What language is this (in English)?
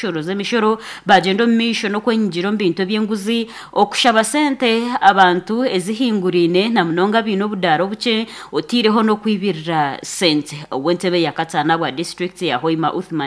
Nyankole